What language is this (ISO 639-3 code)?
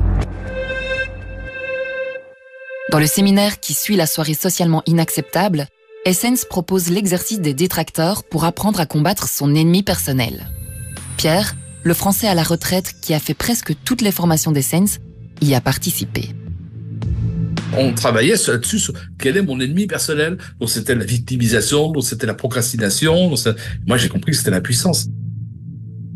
fra